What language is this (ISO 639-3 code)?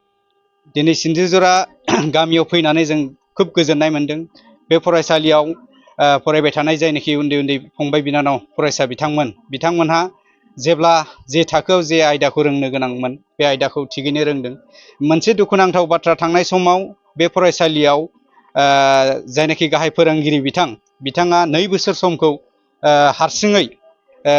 brx